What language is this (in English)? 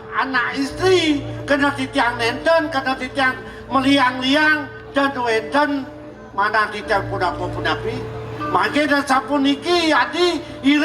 Balinese